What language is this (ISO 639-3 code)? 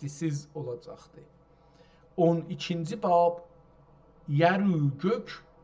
azb